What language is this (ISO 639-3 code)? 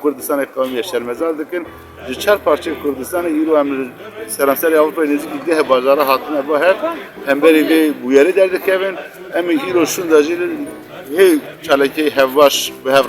kur